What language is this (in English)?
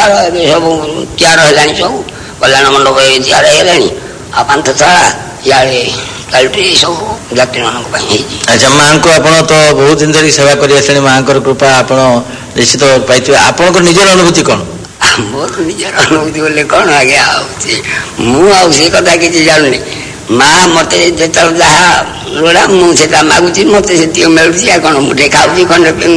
Odia